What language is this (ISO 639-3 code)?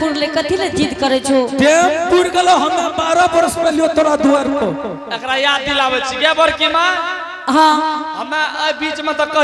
anp